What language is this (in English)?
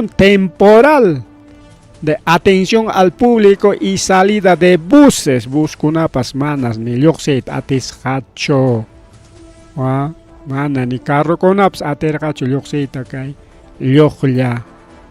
Ayacucho Quechua